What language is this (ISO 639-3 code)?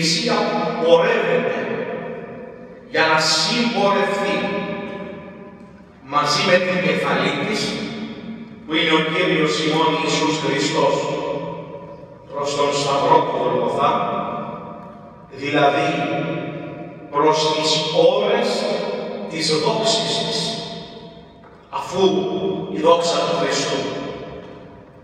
ell